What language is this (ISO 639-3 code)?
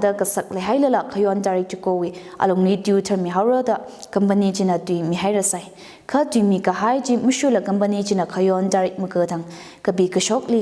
nmf